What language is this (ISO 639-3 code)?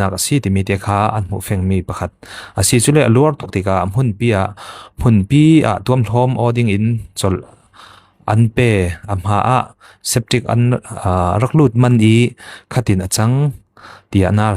cfm